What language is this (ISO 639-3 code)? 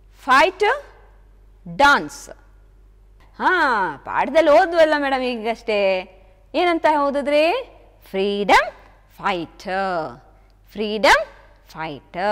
kan